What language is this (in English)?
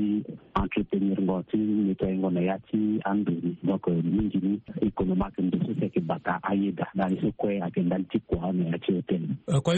Sango